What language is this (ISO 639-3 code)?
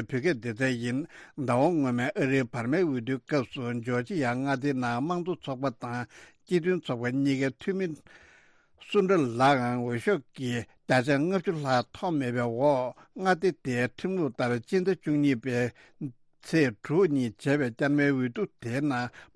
bod